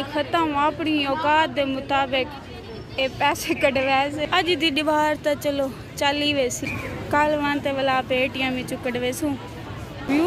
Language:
Saraiki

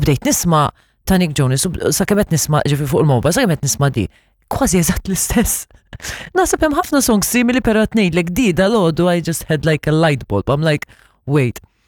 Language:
Maltese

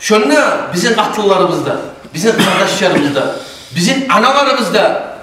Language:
Kumyk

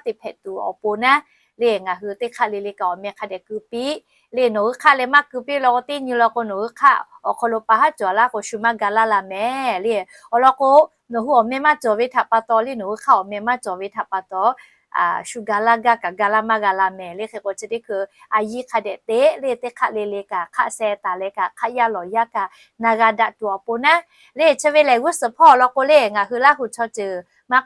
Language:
Lahu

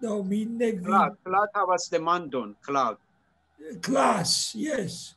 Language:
Esperanto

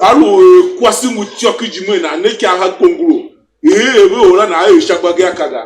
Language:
Tiv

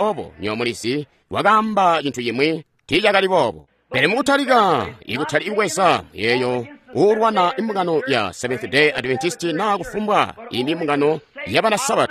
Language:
Tonga (Zambia)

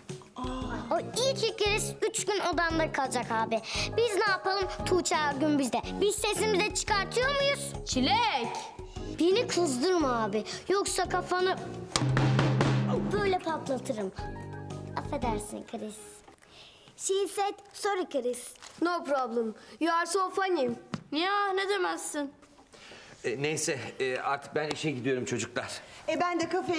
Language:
Turkish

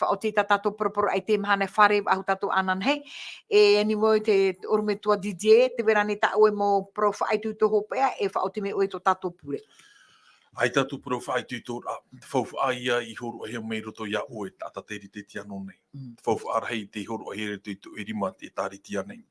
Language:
Tahitian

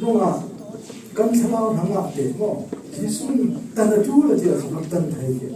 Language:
Falam Chin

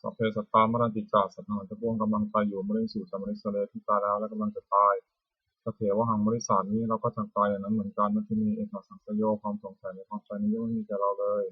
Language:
Pali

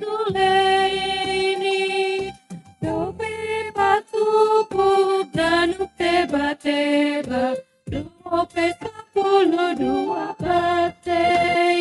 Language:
Batak Simalungun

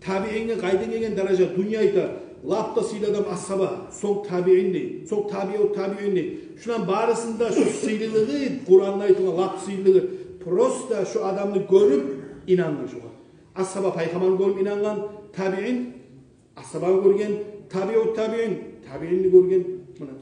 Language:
Kumyk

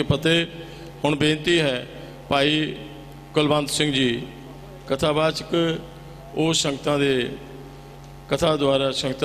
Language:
Punjabi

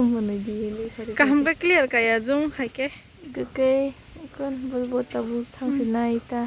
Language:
Kok Borok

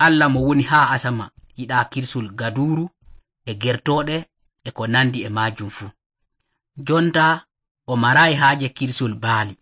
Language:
Nigerian Fulfulde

